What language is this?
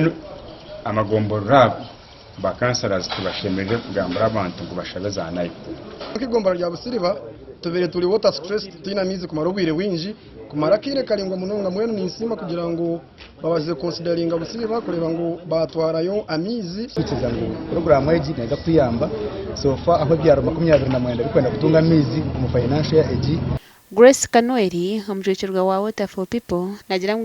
Nyankole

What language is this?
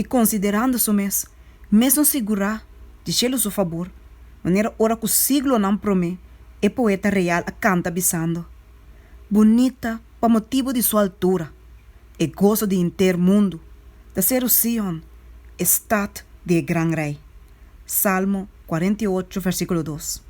Papiamento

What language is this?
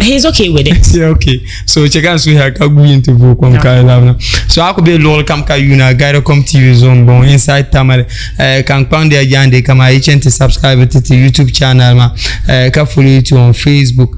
Dagbani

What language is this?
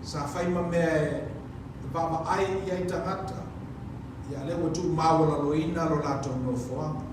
Samoan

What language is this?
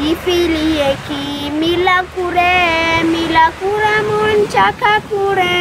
Divehi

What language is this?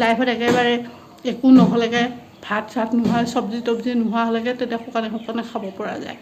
Assamese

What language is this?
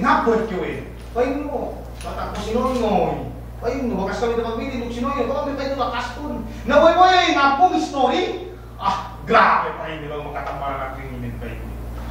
Yakan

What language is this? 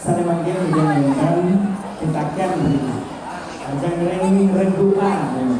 Balinese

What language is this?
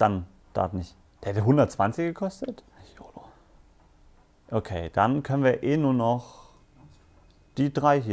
German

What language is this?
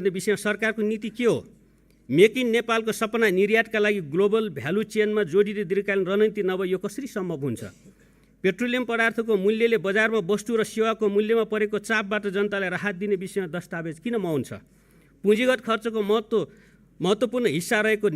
Nepali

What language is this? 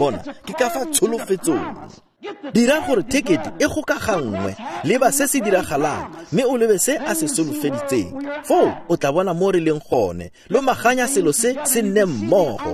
Tswana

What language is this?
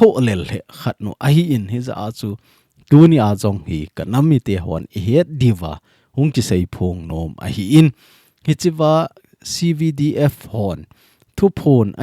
Thado Chin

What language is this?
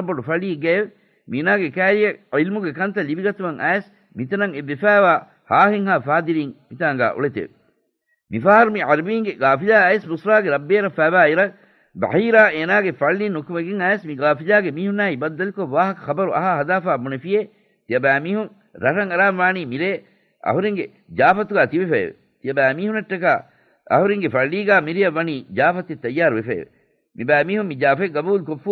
Divehi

